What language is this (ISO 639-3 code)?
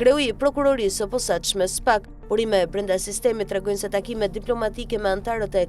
sqi